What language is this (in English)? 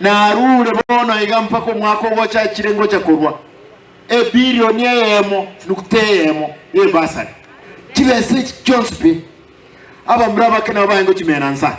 Gusii